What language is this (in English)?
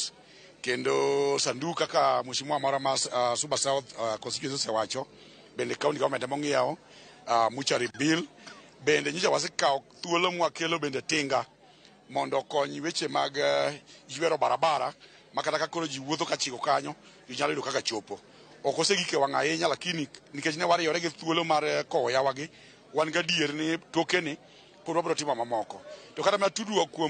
Luo (Kenya and Tanzania)